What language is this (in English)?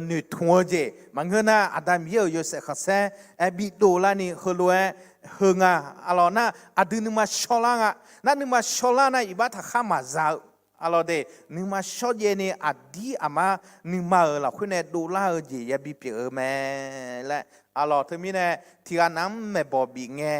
Akha